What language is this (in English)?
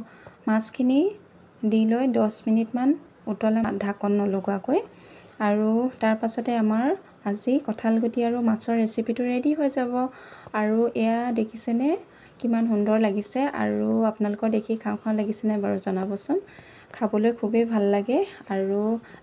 Assamese